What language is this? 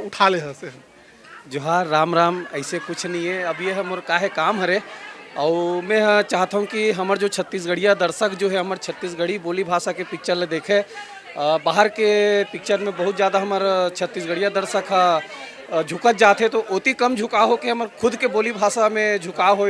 Chhattisgarhi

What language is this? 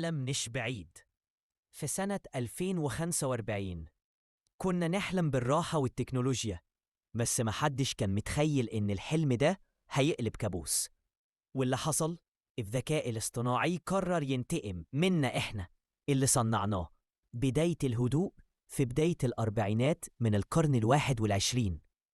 Egyptian Arabic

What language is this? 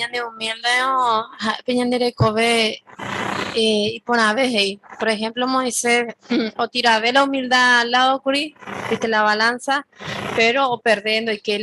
Guarani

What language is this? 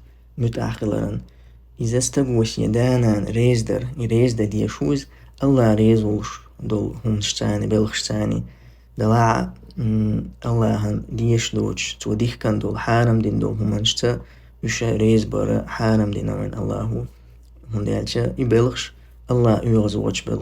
Chechen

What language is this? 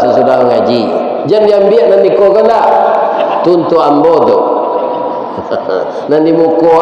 Minangkabau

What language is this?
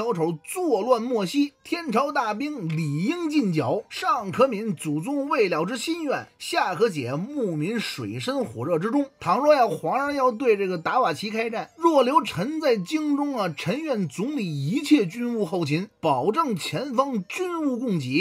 Chinese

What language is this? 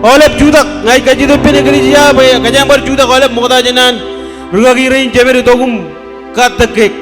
Marshallese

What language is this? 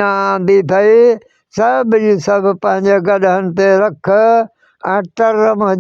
Sindhi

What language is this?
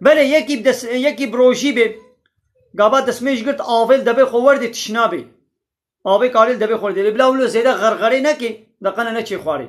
Kurdish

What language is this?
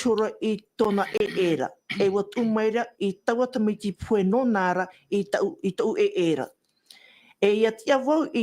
Tahitian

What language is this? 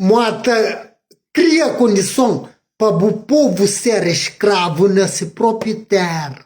Kabuverdianu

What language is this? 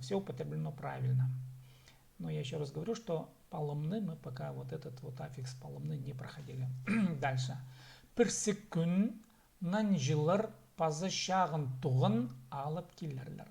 Khakas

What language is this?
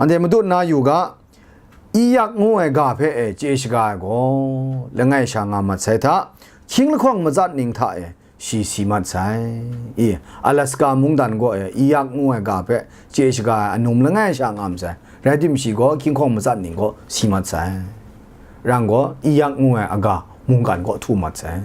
Kachin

